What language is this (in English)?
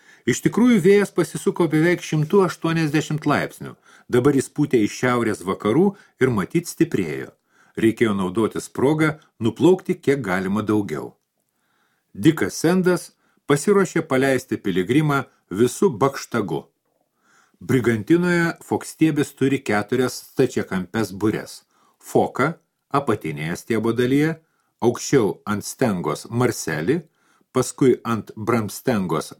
Lithuanian